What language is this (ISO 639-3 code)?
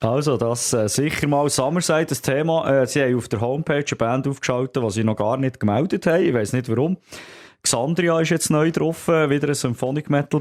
gsw